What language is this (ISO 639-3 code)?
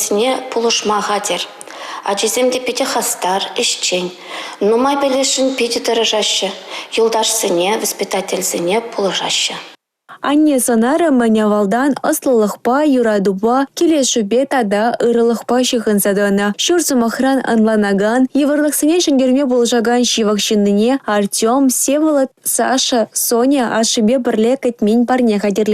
chv